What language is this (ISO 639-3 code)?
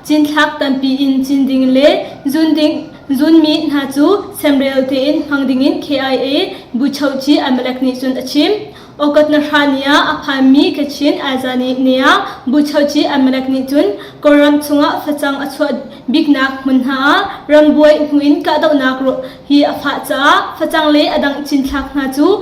cnh